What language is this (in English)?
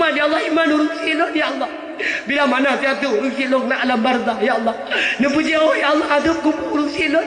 Achinese